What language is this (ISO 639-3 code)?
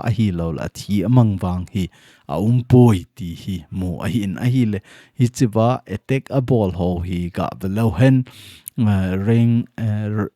tcz